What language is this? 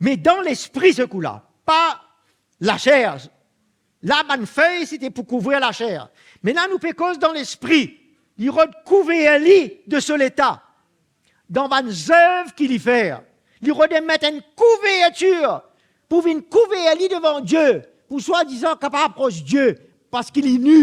Morisyen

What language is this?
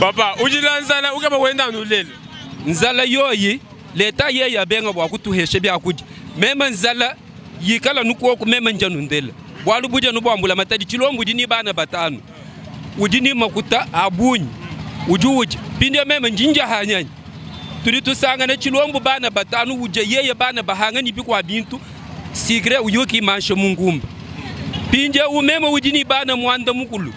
Luba-Lulua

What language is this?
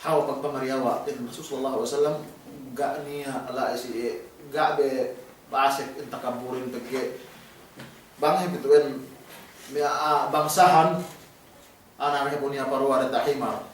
Yakan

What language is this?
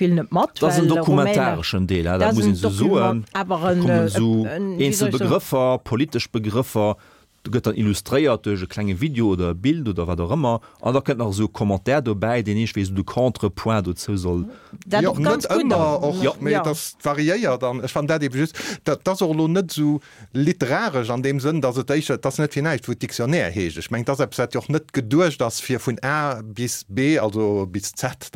Luxembourgish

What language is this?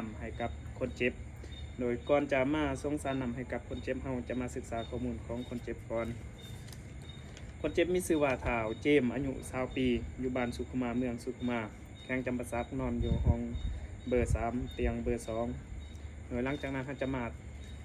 Lao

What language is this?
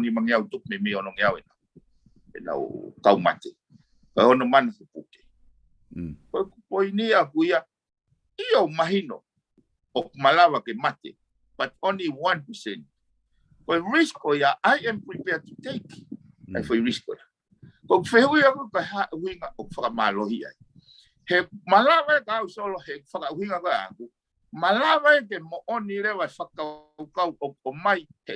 Tongan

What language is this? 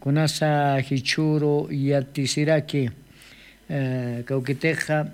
Aymara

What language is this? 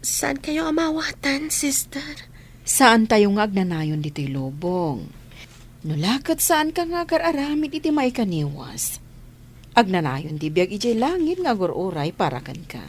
Iloko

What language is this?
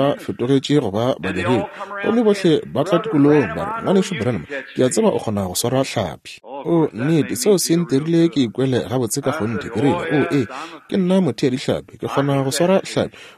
Northern Sotho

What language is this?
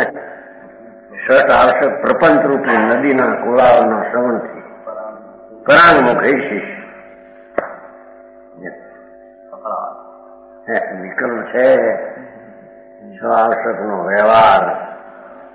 Gujarati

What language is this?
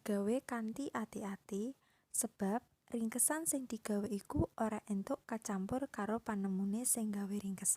Javanese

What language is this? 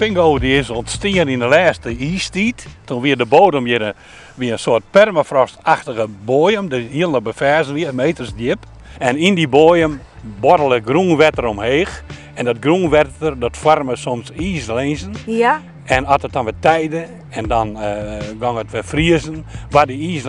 Western Frisian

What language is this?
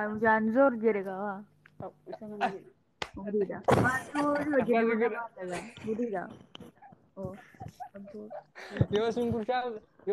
Oromo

